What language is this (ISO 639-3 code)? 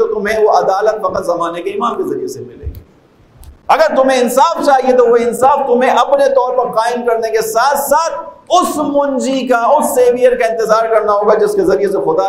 urd